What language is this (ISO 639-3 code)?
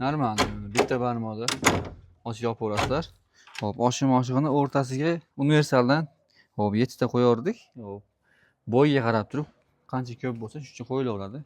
uzb